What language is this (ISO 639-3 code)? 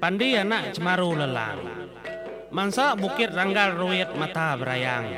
iba